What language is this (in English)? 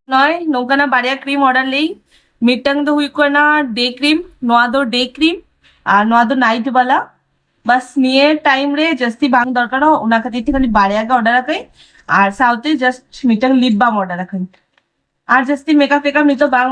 Santali